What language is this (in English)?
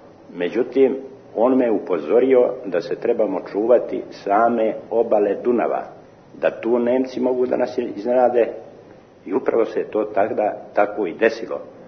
Serbian